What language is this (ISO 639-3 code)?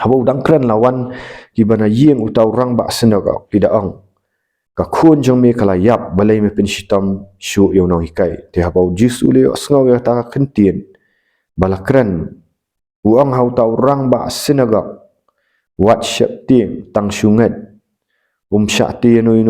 kha